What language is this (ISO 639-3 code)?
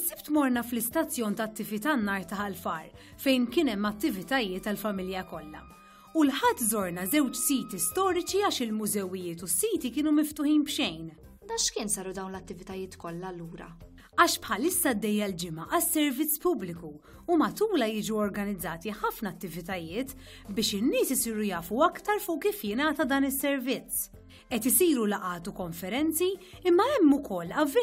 mlt